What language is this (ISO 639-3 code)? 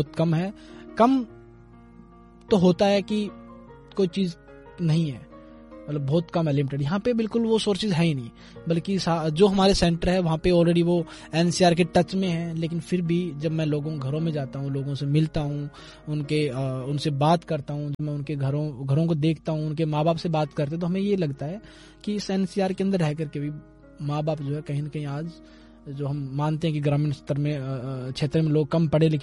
hin